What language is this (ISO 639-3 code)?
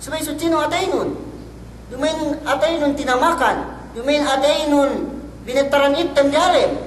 yka